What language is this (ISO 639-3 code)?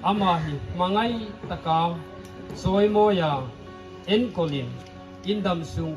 hmr